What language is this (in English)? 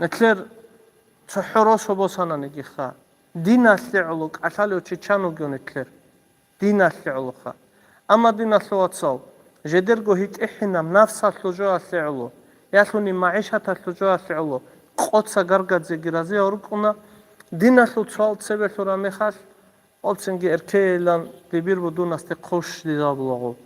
Avaric